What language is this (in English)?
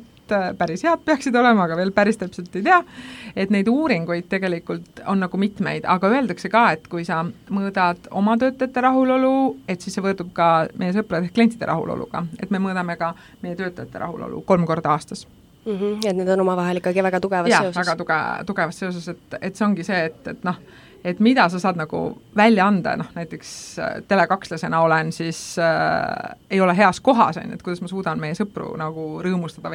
Estonian